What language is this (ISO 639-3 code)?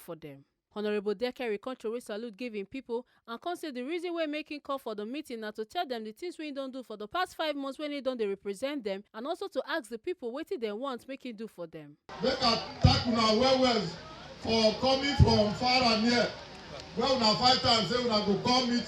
pcm